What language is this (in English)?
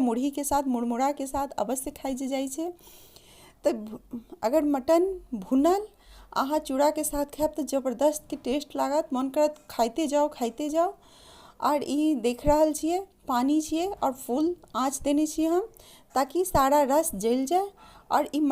Maithili